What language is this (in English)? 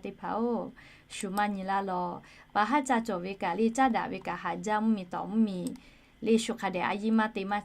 Lahu